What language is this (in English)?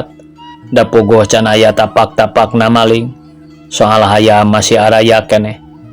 Sundanese